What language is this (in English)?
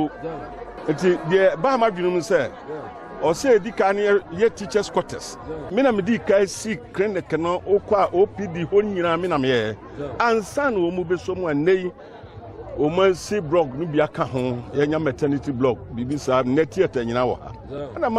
Akan